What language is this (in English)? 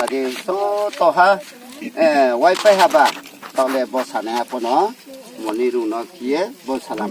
Riang (India)